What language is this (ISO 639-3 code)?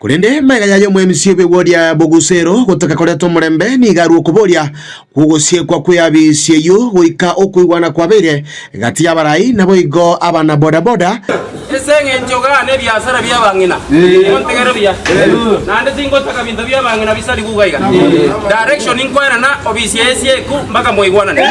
guz